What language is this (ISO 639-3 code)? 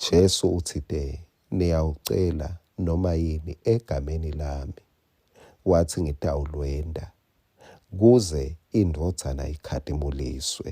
ssw